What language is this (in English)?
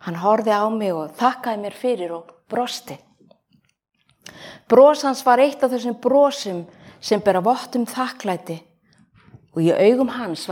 Icelandic